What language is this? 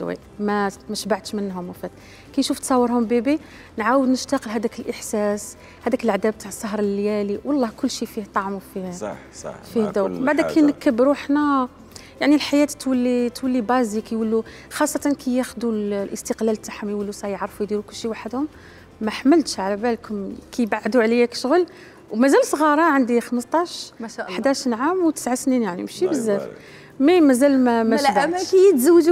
Algerian Arabic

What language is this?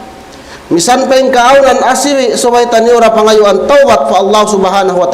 Tausug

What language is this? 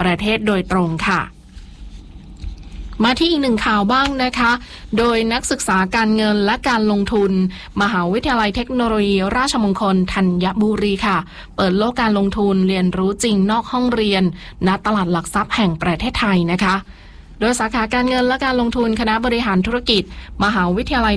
Thai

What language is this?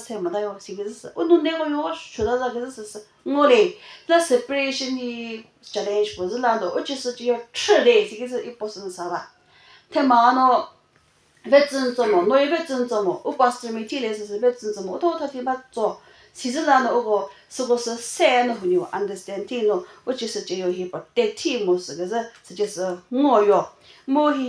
Chokri Naga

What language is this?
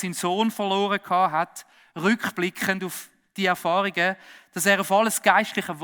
Swiss German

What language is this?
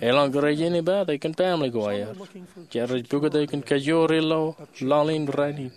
Marshallese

